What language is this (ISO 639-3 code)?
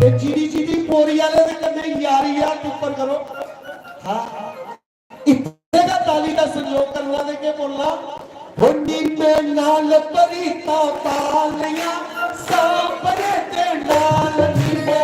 doi